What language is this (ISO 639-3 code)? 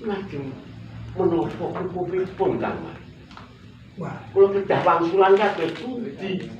jav